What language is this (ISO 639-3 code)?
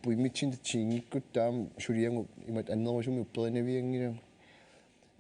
kal